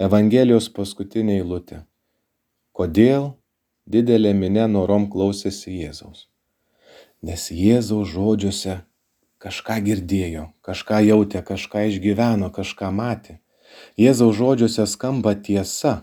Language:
Lithuanian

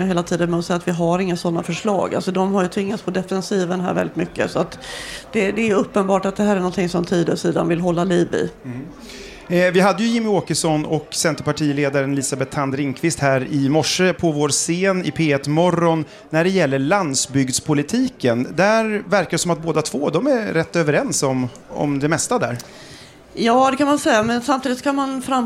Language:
Swedish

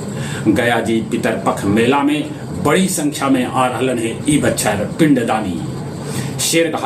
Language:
Magahi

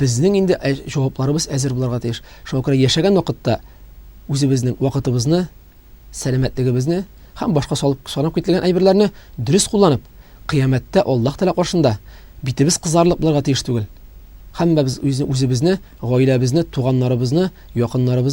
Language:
Tatar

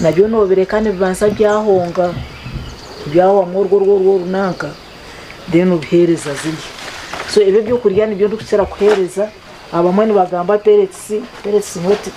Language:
Nyankole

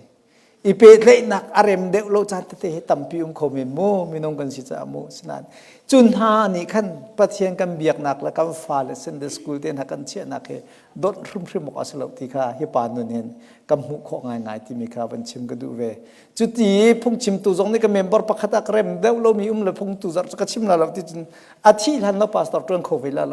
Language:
Hakha Chin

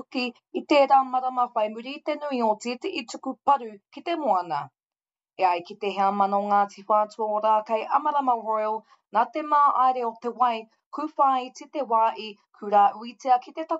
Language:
Māori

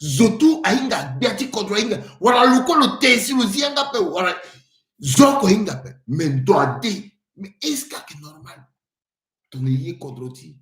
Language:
Sango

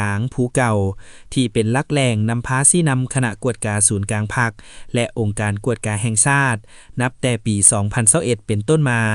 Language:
Lao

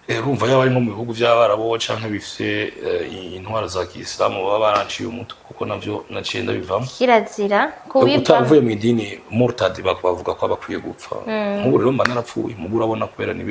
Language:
Rundi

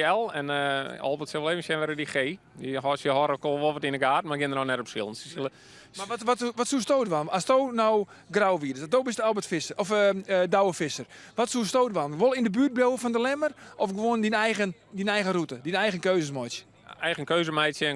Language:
Western Frisian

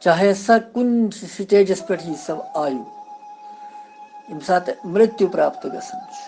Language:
Kashmiri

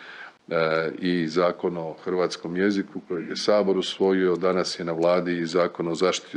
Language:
Croatian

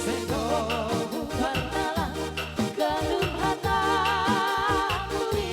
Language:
Batak Simalungun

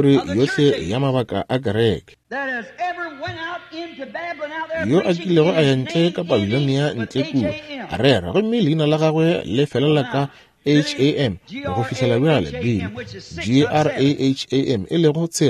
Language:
Northern Sotho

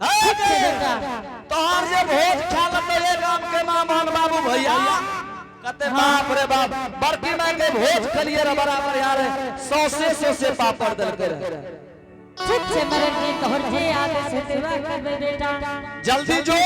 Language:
Angika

